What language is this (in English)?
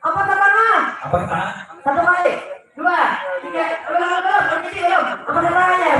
Banjar